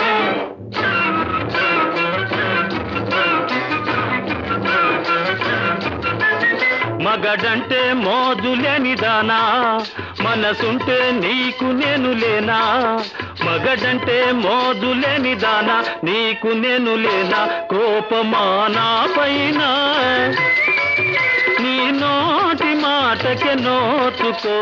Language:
Telugu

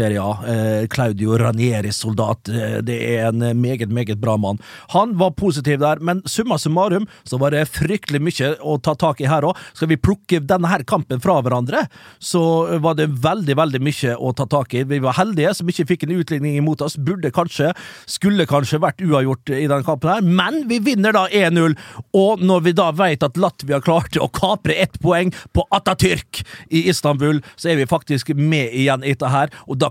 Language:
Norwegian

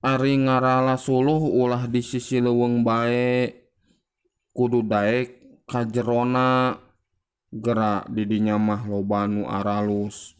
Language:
Sundanese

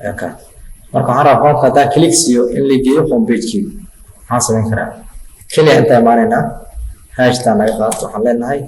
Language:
Somali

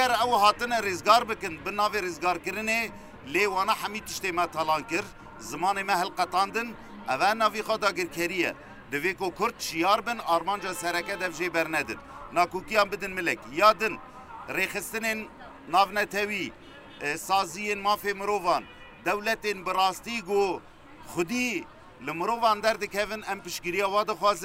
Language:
Kurdish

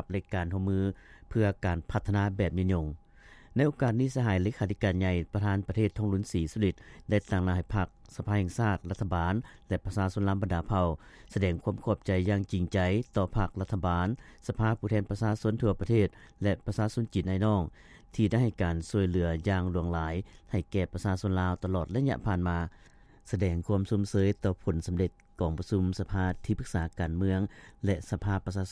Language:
Lao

